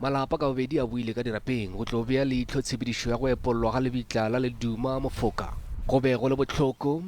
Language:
Northern Sotho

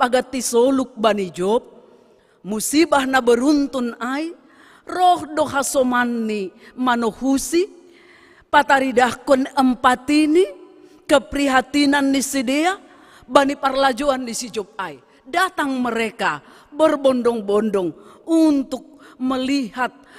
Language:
Batak Simalungun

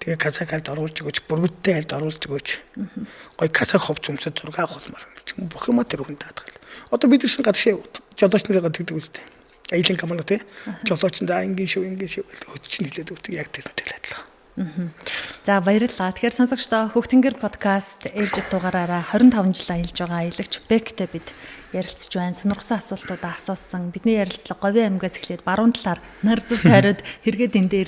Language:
Mongolian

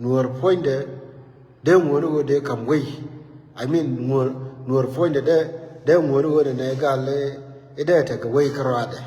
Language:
Nuer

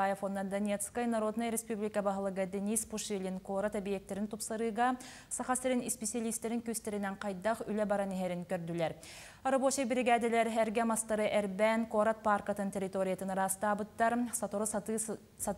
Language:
Yakut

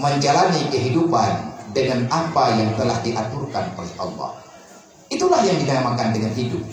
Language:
Achinese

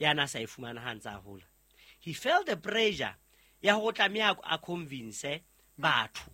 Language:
Southern Sotho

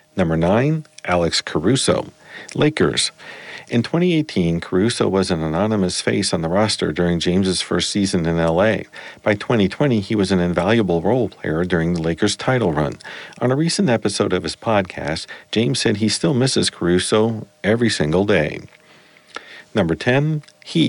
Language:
English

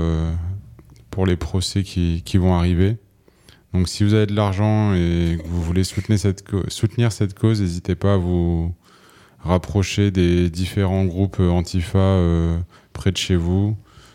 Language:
French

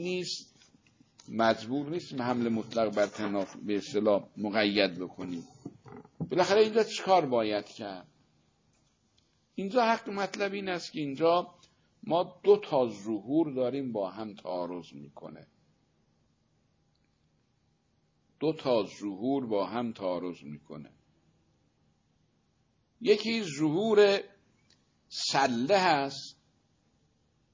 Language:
Persian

